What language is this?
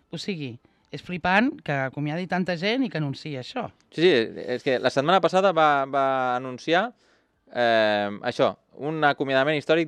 Catalan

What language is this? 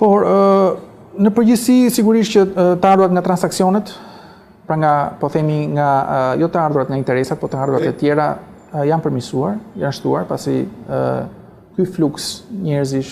Albanian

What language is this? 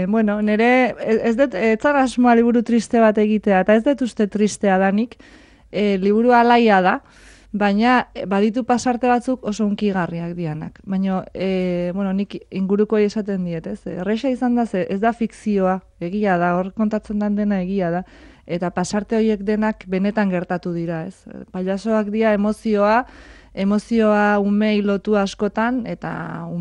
Basque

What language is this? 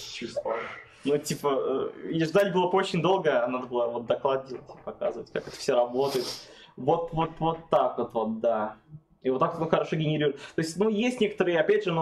Russian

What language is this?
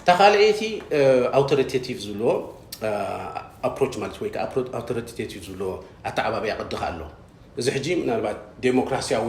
Tigrinya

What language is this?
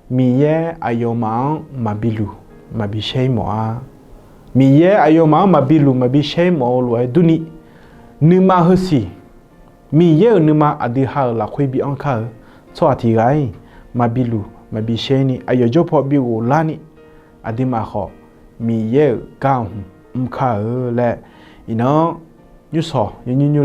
Akha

